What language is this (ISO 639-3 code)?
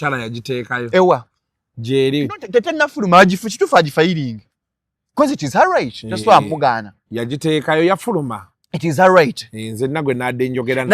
lug